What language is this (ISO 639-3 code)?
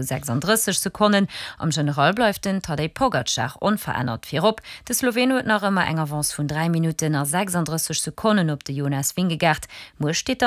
ltz